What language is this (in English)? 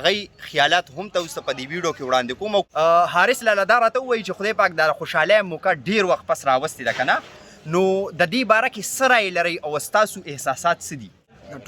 Pashto